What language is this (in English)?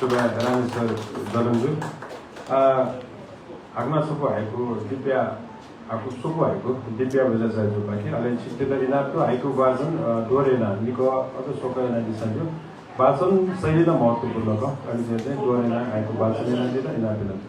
Newari